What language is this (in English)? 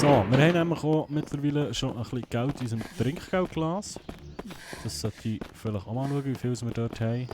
Swiss German